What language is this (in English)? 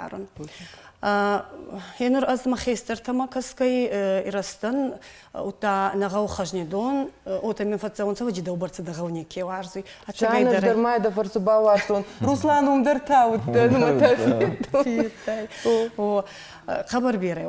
Ossetic